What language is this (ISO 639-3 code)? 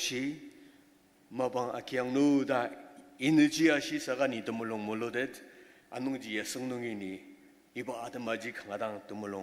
njo